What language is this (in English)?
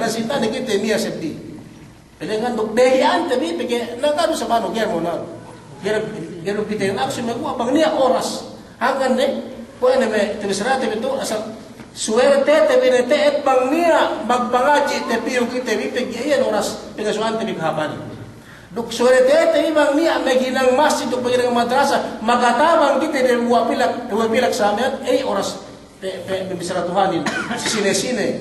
Yakan